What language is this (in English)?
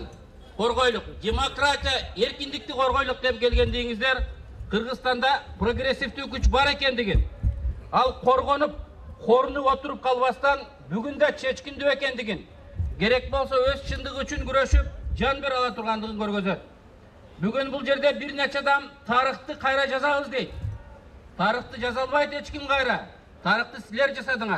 Kyrgyz